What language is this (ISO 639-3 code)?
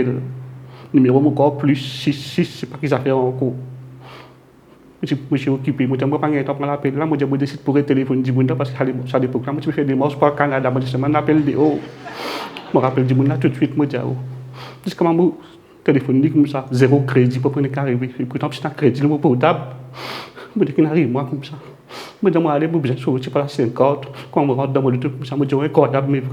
mfe